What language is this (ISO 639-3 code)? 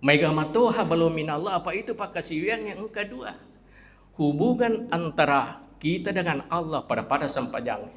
bug